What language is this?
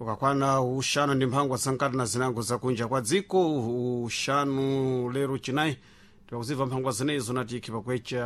Sena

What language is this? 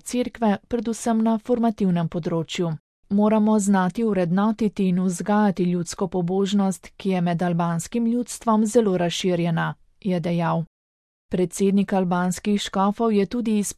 Slovenian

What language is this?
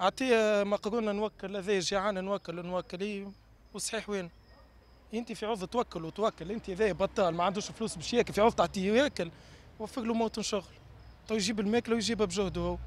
Tunisian Arabic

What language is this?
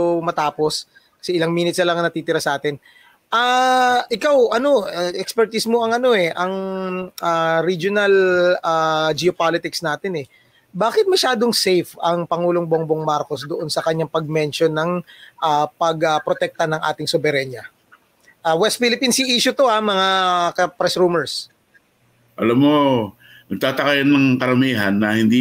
Filipino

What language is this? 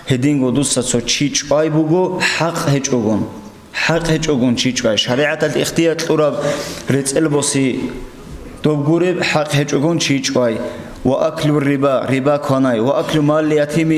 Avaric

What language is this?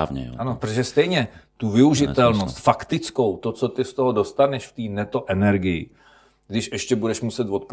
Czech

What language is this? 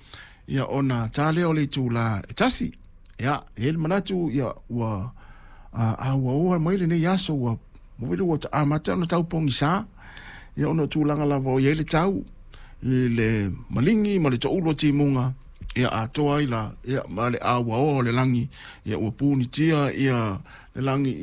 Samoan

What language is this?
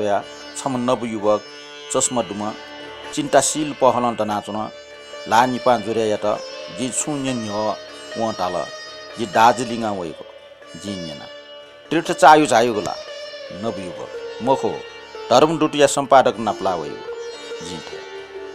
Newari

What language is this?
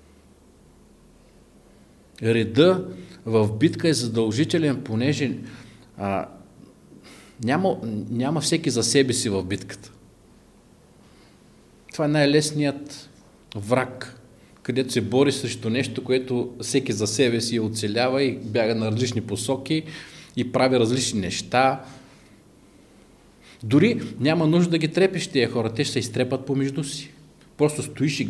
Bulgarian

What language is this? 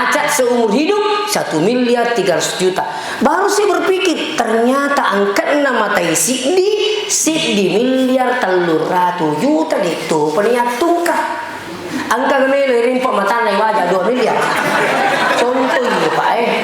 Buginese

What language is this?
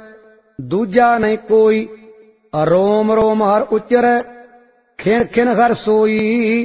Punjabi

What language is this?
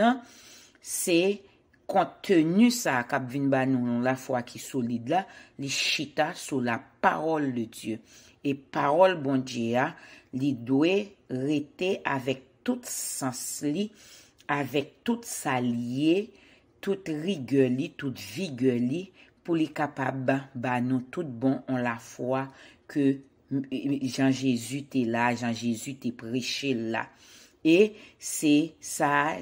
Haitian Creole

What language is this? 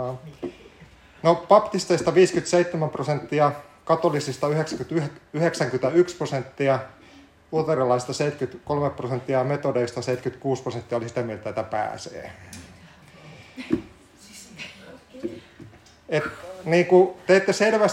Finnish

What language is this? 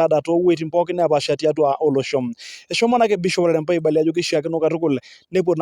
Masai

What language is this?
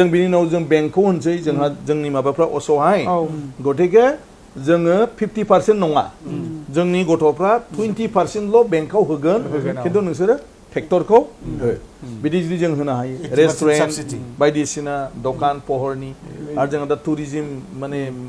Bodo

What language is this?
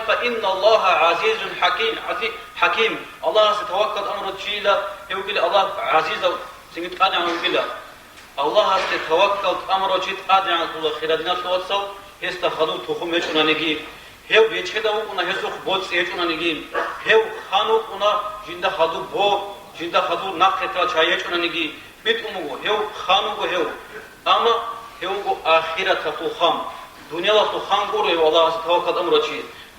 Avaric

